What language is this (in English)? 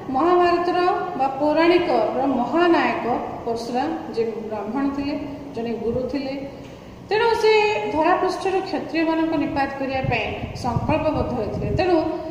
Odia